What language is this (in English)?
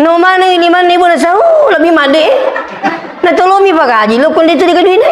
Buginese